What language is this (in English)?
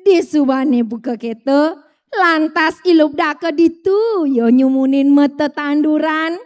Balinese